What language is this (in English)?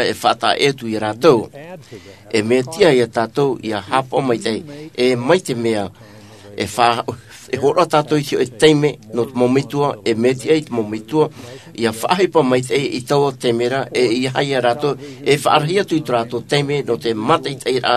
Tahitian